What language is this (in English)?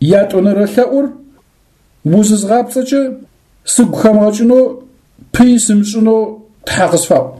Adyghe